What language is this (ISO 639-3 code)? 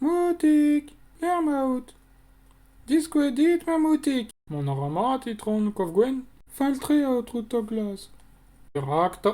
bre